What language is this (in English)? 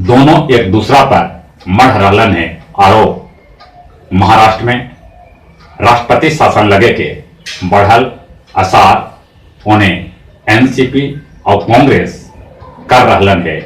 Magahi